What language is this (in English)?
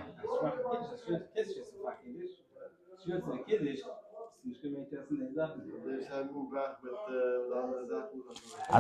Yiddish